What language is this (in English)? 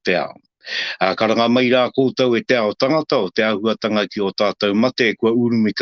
Māori